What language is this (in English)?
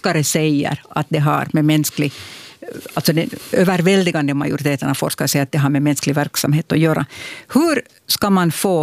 Swedish